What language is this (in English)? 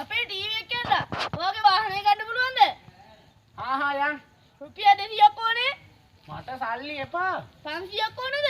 Sinhala